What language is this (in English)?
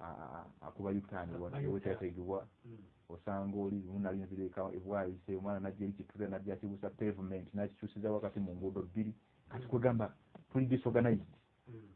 Ganda